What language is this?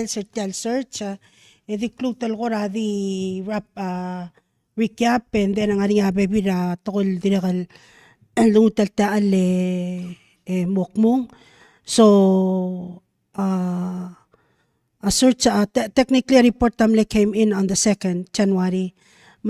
Palauan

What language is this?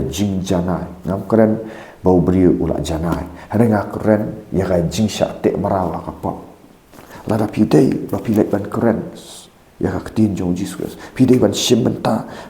Khasi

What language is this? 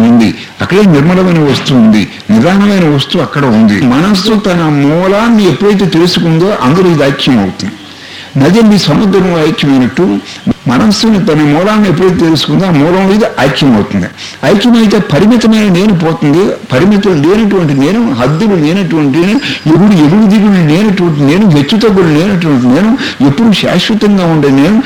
Telugu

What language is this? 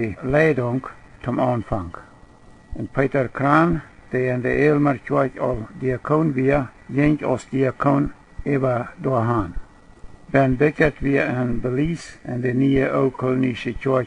Plautdietsch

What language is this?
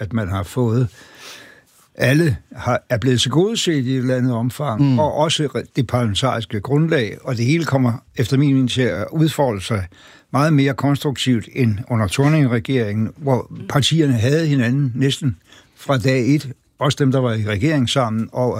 Danish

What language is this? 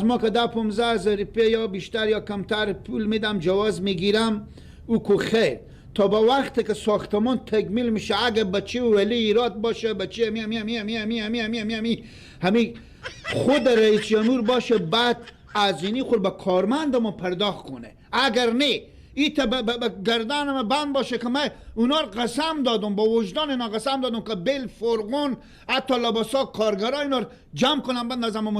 Persian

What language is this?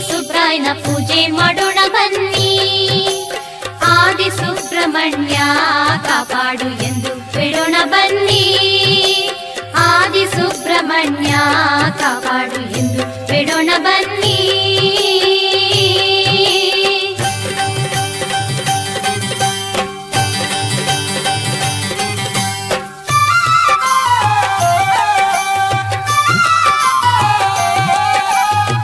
Kannada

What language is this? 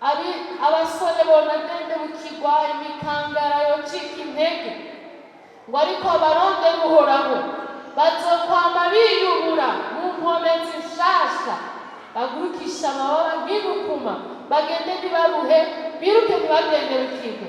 Rundi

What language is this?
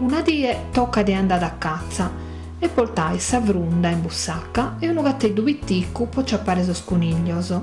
Sardinian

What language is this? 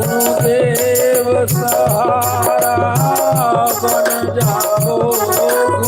Dogri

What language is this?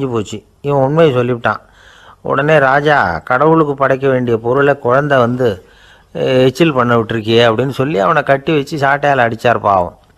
Tamil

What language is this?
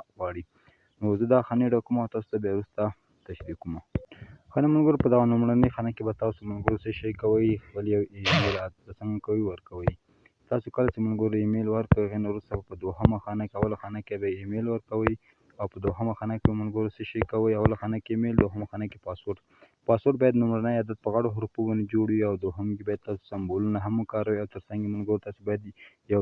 Pashto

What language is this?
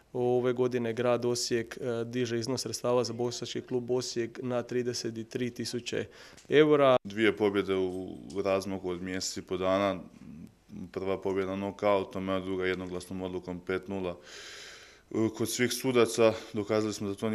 Croatian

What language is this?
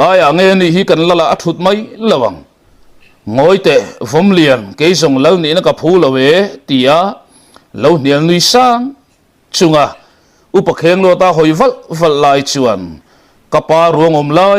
Mizo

